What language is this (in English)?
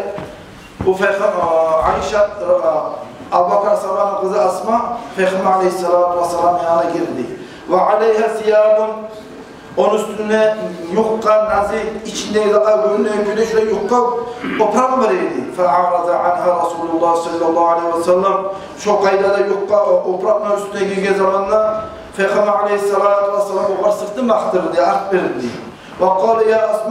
Kumyk